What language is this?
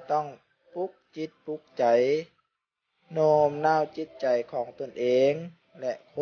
Lao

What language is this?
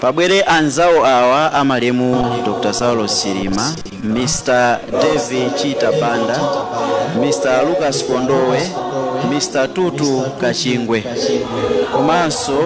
Nyanja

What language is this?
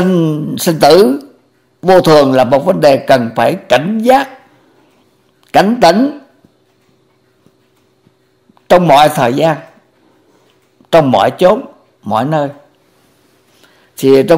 Vietnamese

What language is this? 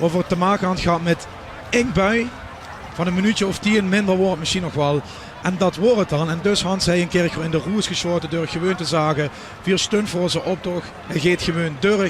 Limburgish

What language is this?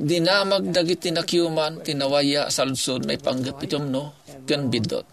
Iloko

